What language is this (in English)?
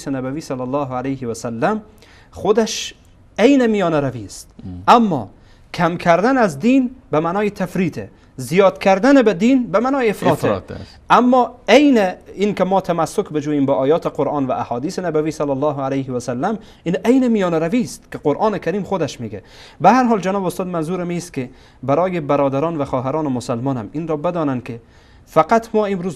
Persian